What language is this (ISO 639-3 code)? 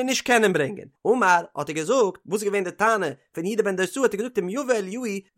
yid